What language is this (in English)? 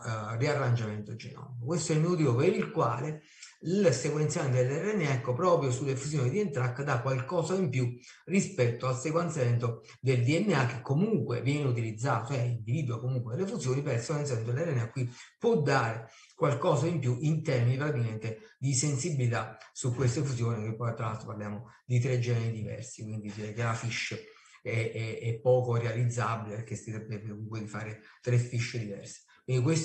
Italian